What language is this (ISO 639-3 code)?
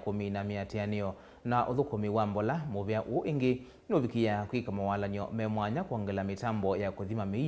kam